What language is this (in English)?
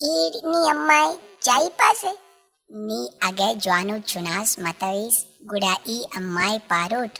Brahui